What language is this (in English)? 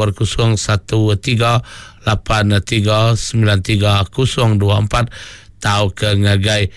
Iban